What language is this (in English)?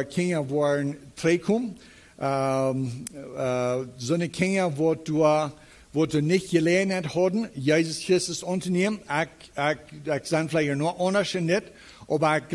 Plautdietsch